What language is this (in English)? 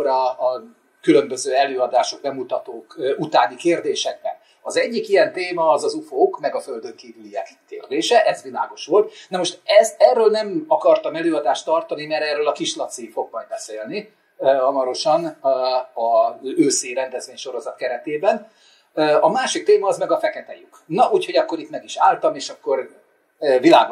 Hungarian